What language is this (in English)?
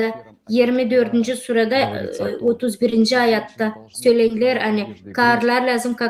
Gagauz